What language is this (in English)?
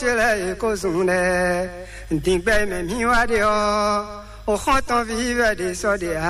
Fon